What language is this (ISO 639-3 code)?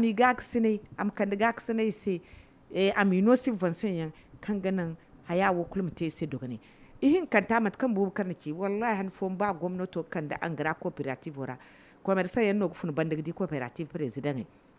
dje